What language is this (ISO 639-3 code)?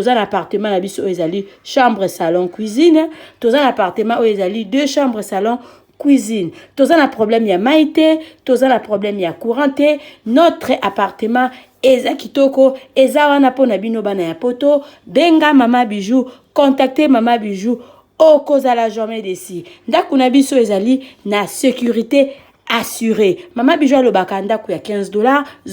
lin